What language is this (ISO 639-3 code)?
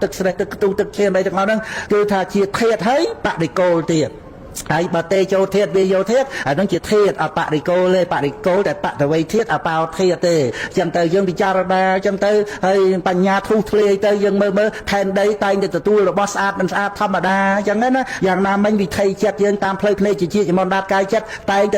khm